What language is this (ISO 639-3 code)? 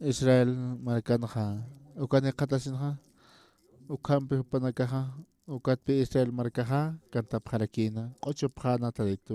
aym